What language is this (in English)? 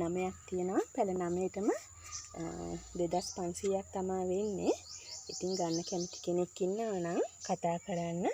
Sinhala